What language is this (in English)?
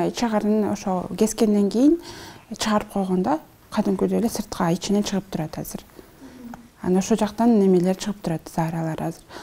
Kyrgyz